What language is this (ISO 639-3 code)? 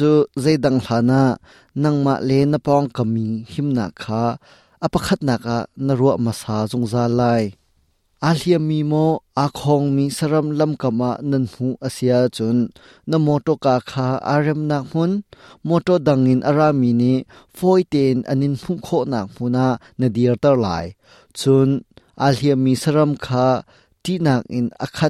cnh